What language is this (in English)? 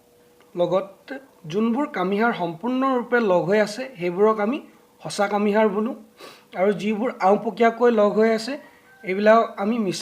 Assamese